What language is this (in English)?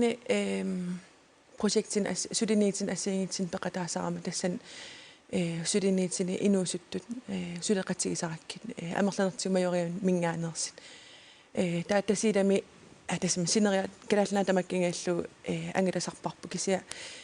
Kalaallisut